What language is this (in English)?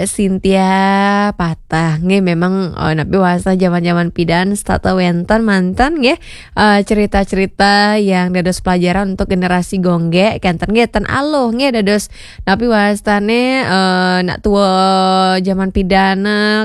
Balinese